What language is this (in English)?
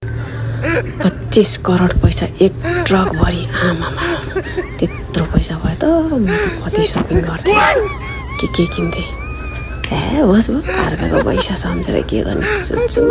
Nepali